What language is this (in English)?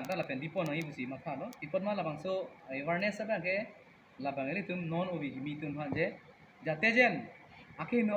Karbi